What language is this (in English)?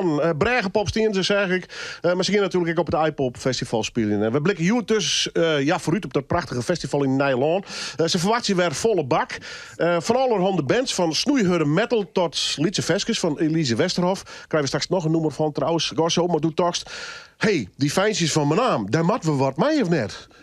Western Frisian